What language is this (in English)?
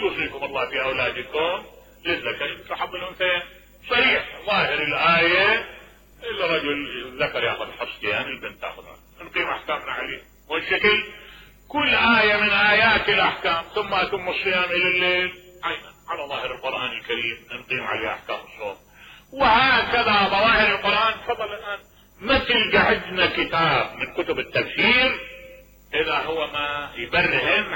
Mesopotamian Arabic